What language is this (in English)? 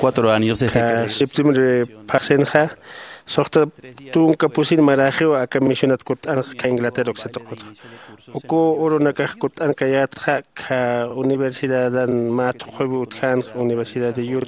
Aymara